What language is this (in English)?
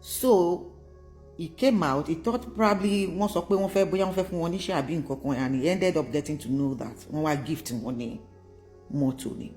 Yoruba